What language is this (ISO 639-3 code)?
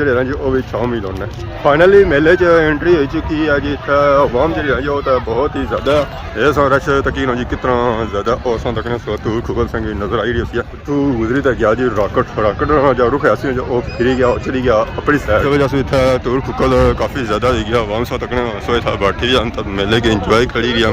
phr